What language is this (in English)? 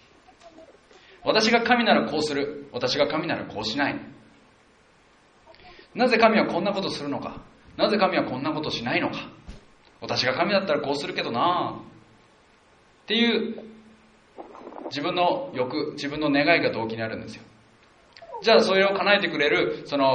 Japanese